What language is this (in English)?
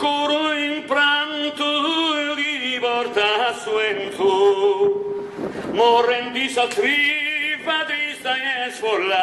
Sardinian